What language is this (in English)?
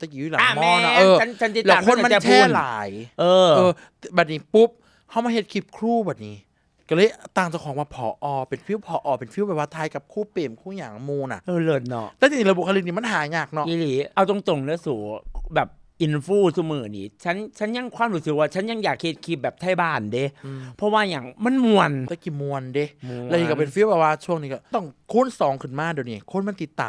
Northeastern Thai